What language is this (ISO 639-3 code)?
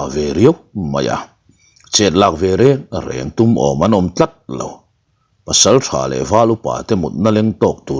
lus